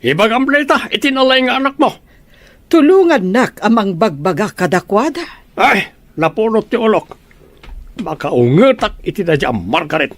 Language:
Iloko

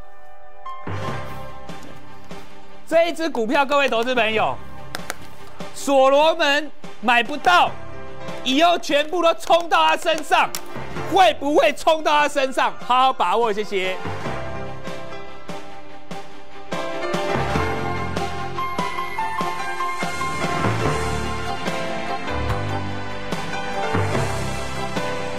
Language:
Chinese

